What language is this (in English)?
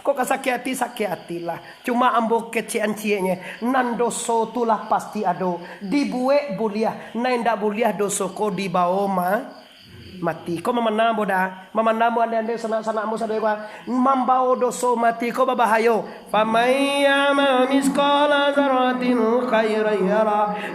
Minangkabau